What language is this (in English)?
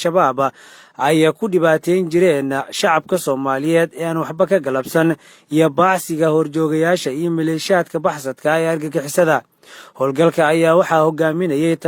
Somali